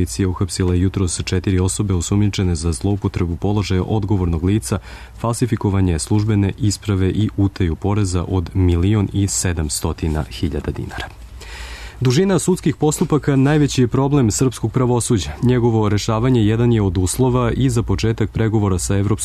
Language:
Serbian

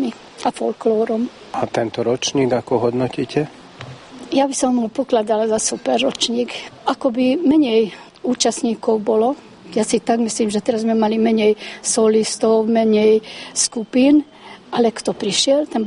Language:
Slovak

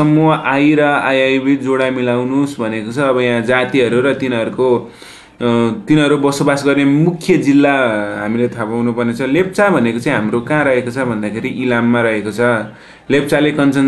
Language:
Nepali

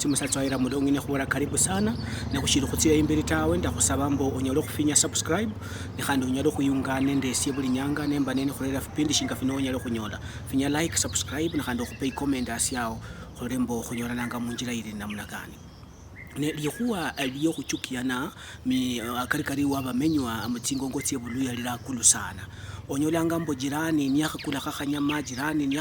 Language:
Luyia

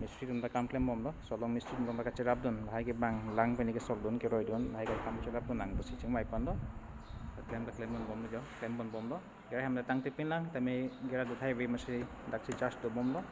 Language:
Karbi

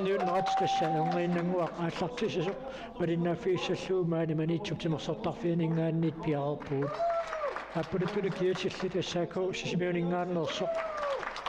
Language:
Kalaallisut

